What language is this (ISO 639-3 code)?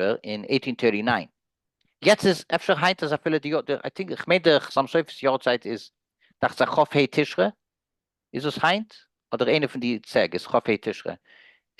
yid